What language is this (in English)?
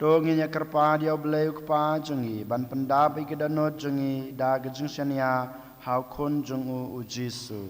Khasi